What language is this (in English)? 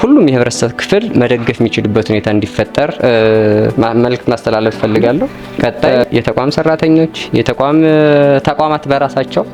Amharic